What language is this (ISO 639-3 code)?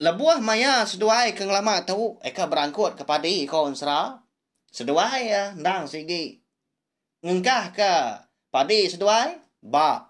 iba